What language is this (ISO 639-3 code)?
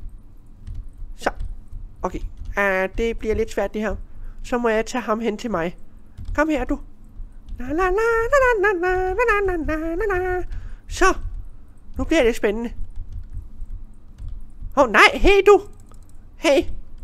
dan